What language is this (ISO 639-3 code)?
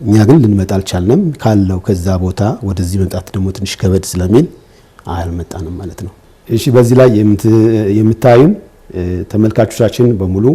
amh